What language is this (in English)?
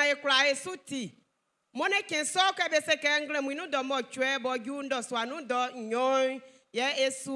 Baoulé